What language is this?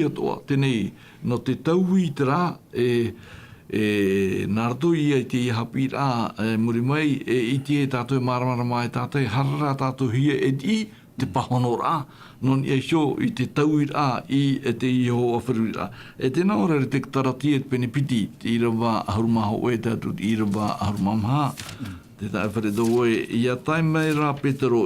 Tahitian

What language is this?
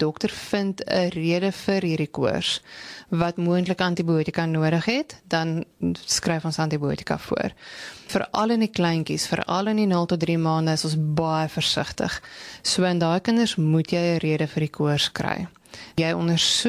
Afrikaans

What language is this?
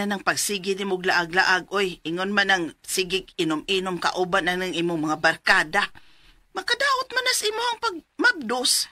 Cebuano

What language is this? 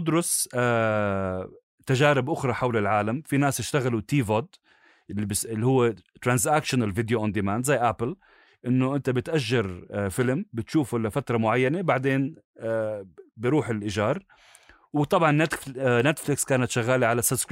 North Levantine Arabic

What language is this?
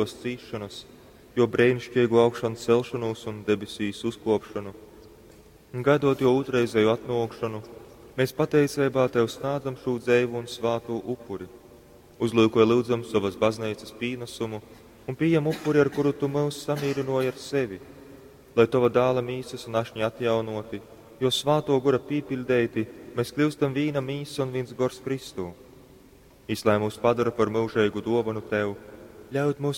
Latgalian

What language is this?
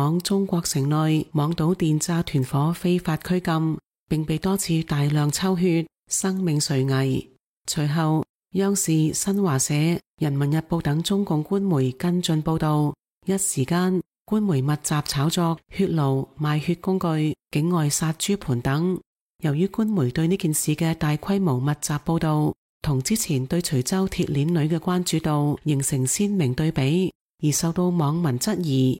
Cantonese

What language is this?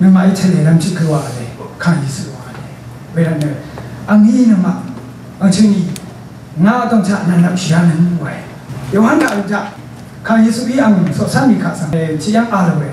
Rawang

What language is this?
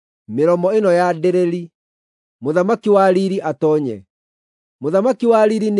Kikuyu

